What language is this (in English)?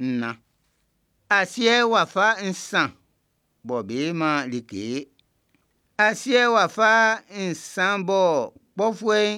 Baoulé